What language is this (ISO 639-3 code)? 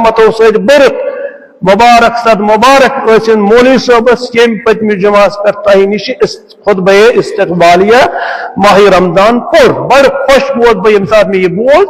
kas